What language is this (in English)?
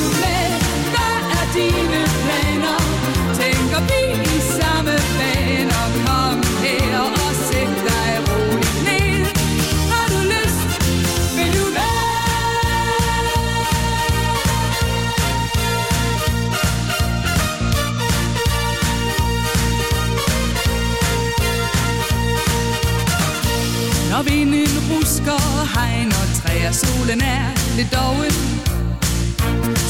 Danish